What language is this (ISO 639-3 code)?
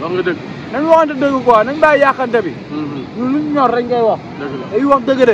wol